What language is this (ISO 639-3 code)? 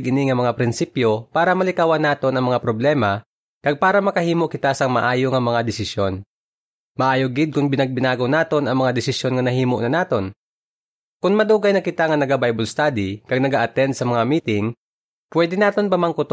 hil